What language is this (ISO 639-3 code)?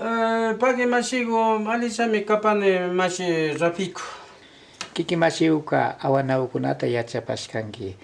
qvi